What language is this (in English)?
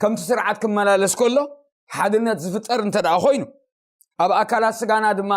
Tigrinya